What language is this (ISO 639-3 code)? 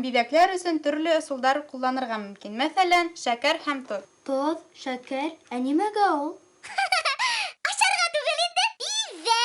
bak